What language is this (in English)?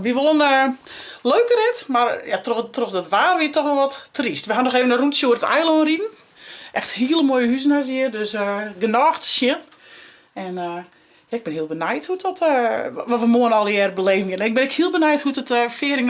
Western Frisian